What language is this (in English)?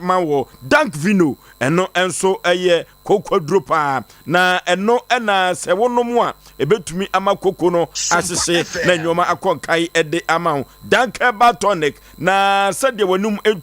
Akan